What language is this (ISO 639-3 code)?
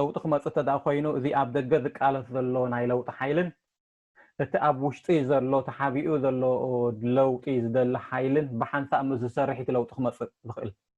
tir